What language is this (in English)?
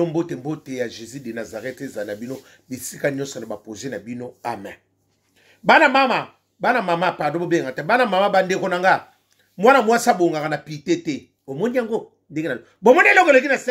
Lingala